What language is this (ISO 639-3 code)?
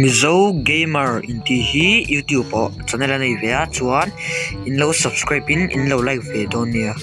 lus